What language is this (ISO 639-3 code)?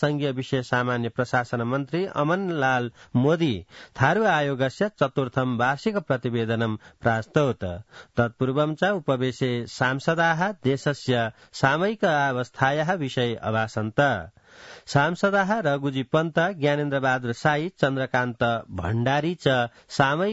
san